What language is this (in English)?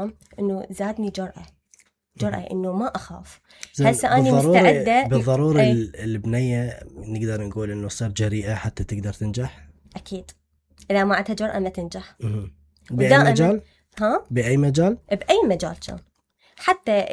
Mesopotamian Arabic